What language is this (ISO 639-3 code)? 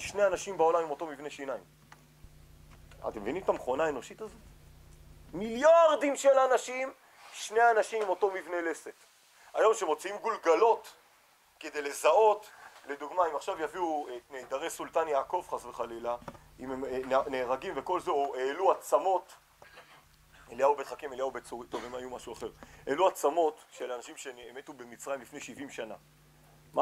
heb